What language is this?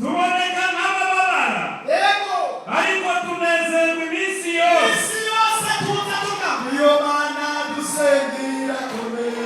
Rundi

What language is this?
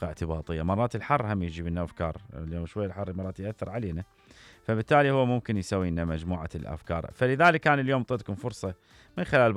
Mesopotamian Arabic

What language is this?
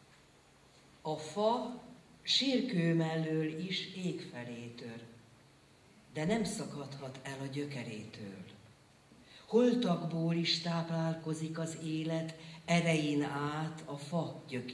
Hungarian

